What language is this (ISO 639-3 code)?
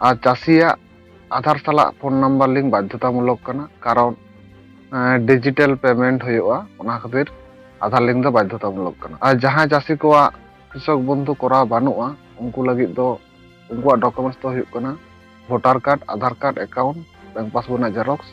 sat